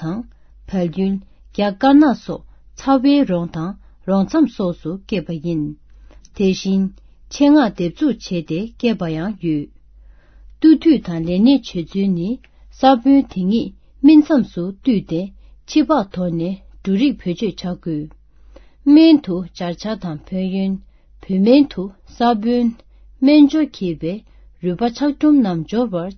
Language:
Tibetan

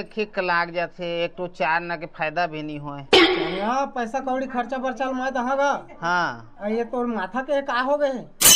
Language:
Chhattisgarhi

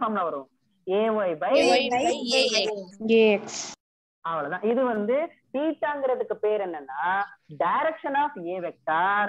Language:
Tamil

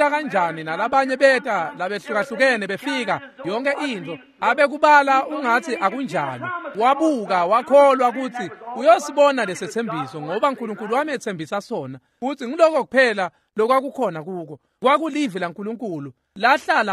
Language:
Swati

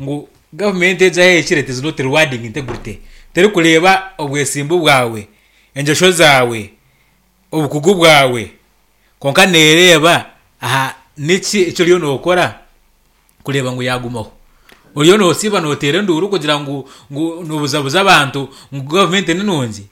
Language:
Nyankole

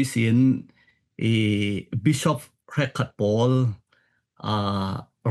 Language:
Falam Chin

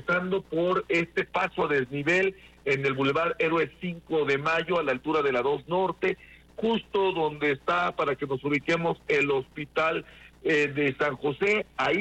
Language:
Spanish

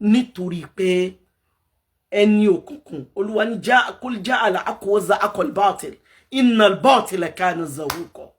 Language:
Yoruba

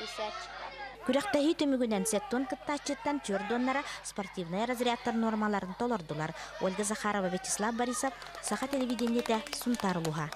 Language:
Yakut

